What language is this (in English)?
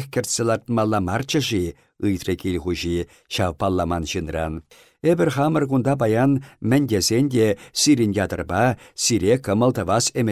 Chuvash